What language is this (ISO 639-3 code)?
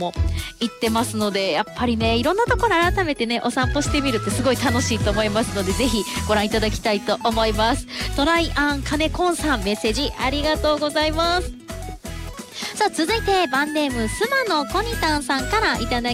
jpn